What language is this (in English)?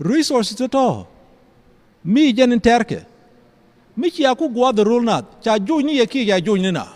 Nuer